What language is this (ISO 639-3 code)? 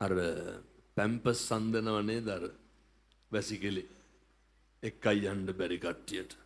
sin